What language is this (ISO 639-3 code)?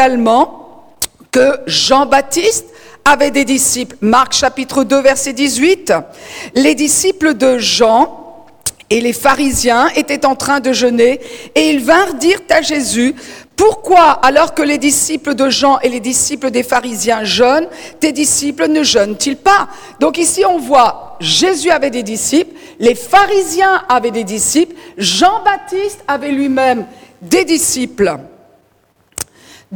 fra